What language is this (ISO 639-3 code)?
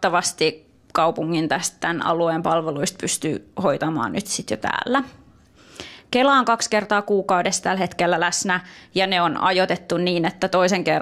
fin